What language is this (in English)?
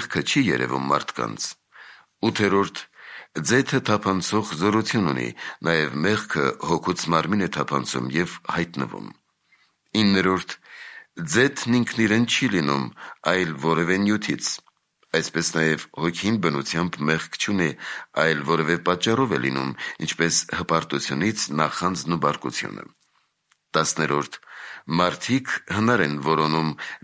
Armenian